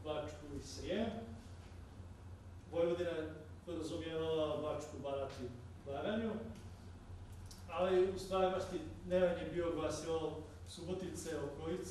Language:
Croatian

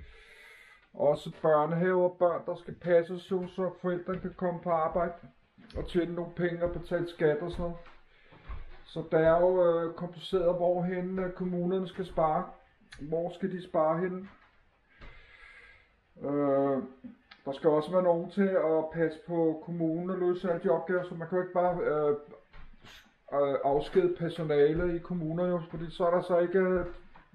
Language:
Danish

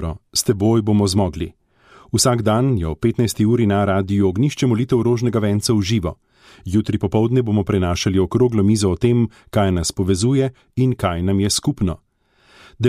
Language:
Slovenian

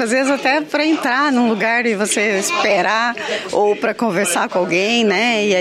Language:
Portuguese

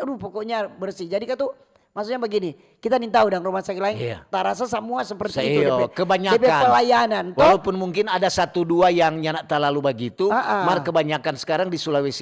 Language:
Manado Malay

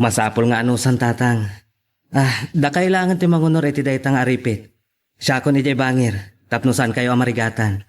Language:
Iloko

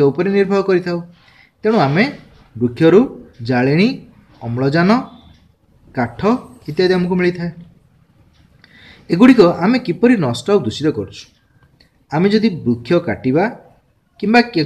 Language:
Odia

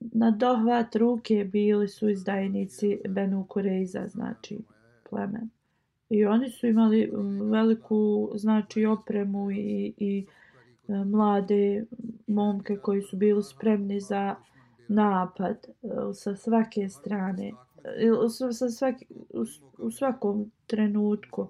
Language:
Bosnian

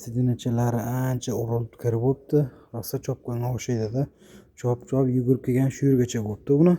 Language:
Uzbek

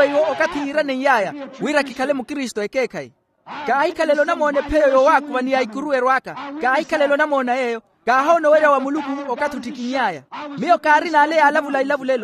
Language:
Makhuwa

